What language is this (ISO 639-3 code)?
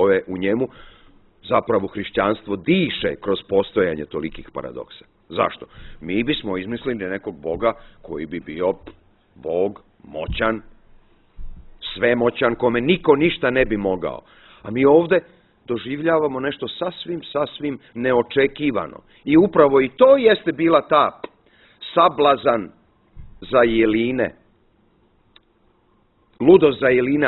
srp